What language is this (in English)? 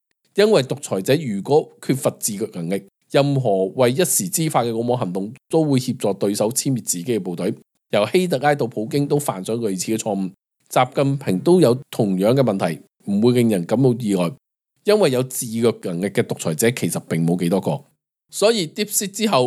Cantonese